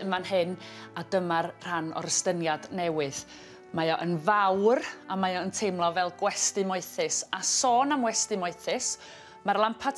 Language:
Welsh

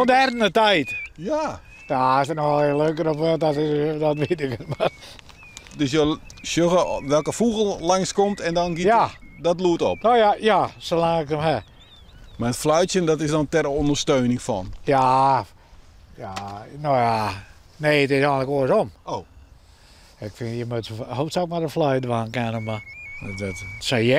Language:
Western Frisian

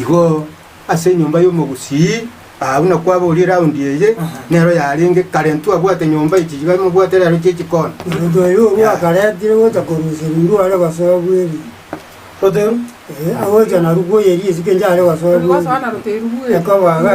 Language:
Gusii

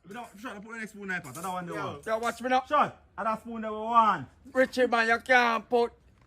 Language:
Jamaican Creole English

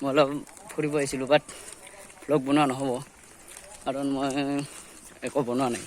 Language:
Assamese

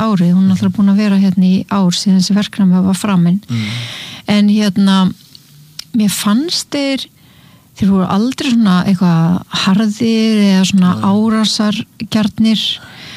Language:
Icelandic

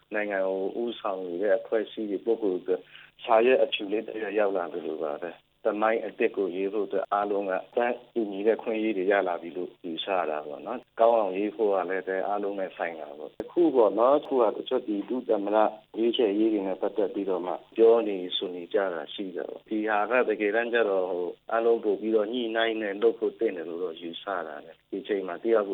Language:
Burmese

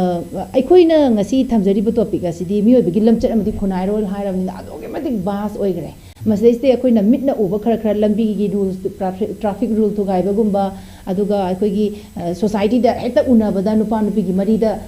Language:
Manipuri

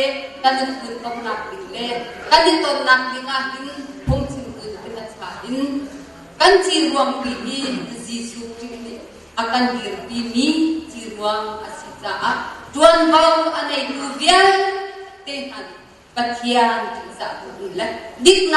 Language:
Hakha Chin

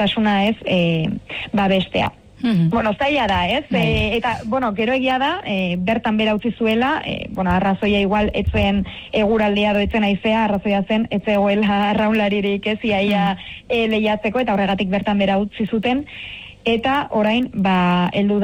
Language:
Basque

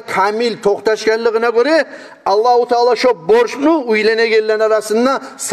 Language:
Kumyk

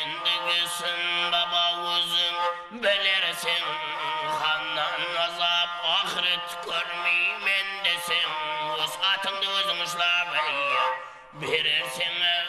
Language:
Kara-Kalpak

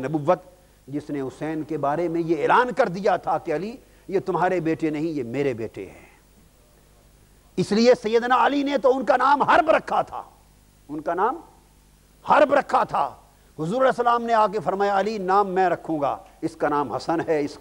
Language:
Urdu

